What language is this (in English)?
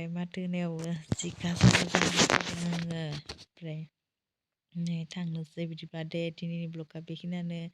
Bodo